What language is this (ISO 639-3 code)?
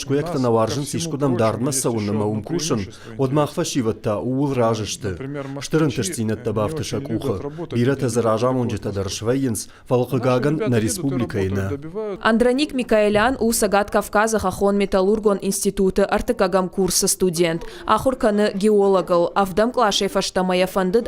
oss